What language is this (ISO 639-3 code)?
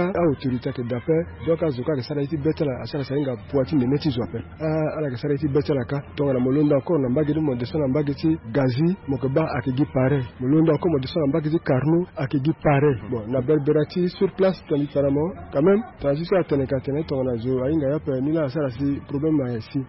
sag